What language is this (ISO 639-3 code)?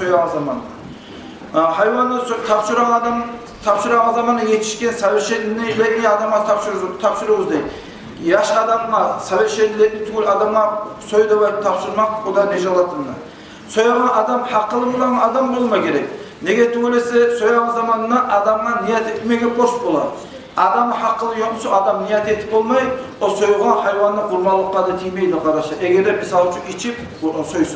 kum